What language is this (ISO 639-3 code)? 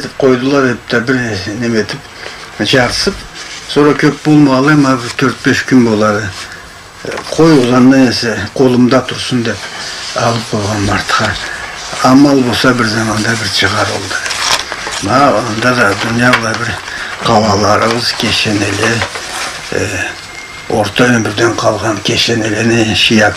krc